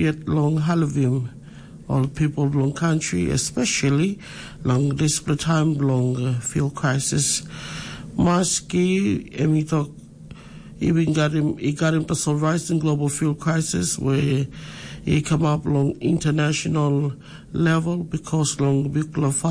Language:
Tok Pisin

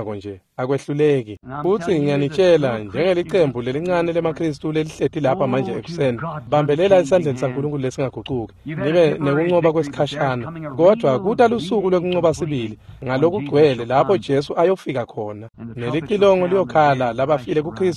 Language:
Swati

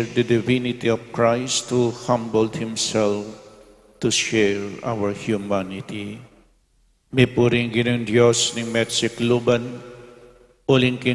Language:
Pampanga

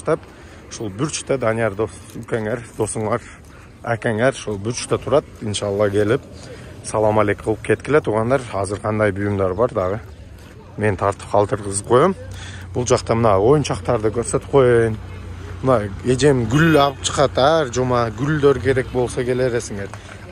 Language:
Kazakh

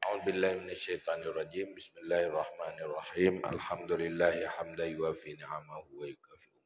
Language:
Achinese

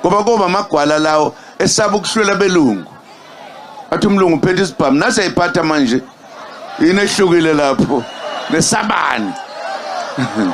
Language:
Zulu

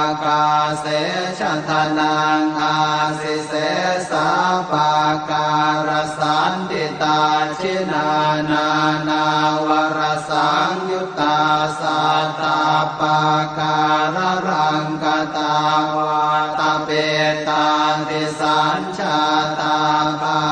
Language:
Pali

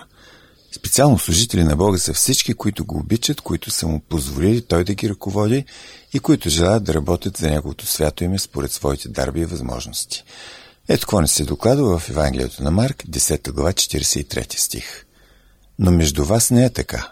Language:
Bulgarian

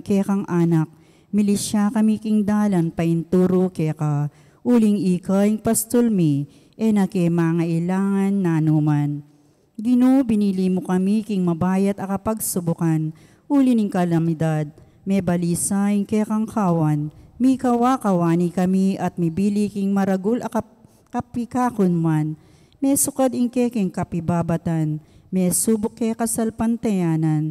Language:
Pampanga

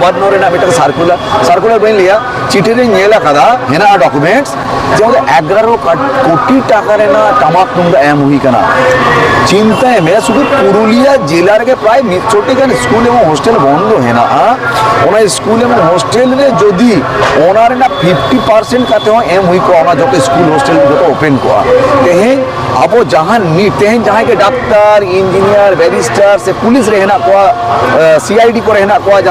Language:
Santali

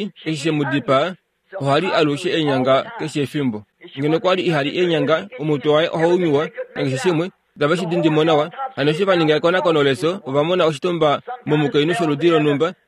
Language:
Kuanyama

